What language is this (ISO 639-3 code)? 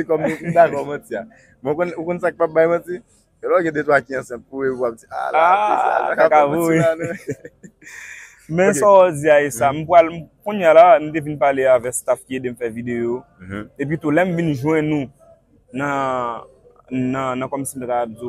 hat